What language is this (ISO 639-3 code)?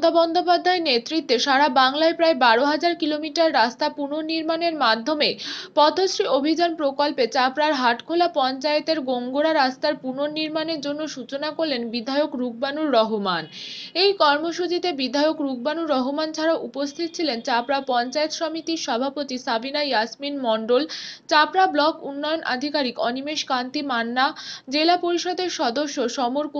ben